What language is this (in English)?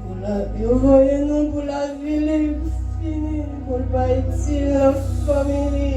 Haitian Creole